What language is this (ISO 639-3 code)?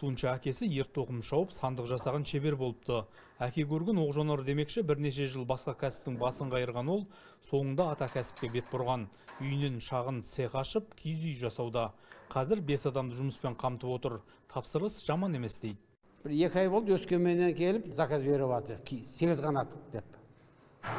kaz